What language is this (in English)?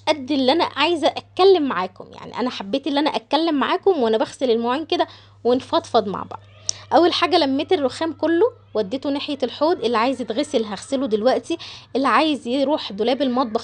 Egyptian Arabic